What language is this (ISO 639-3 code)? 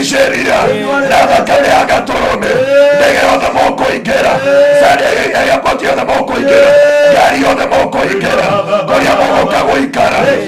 kik